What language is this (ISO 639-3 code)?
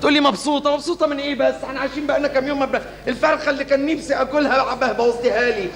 arz